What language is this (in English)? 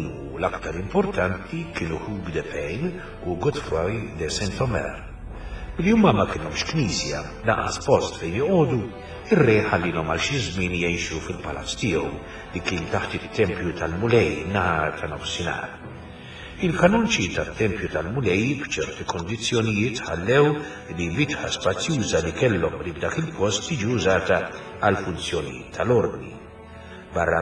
Maltese